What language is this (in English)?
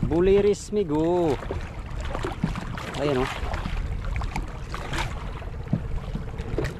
Filipino